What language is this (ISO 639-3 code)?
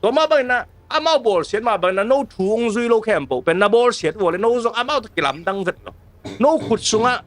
ctd